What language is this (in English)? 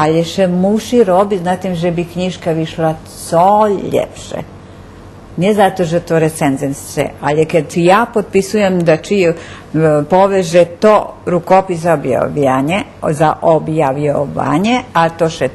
Rusyn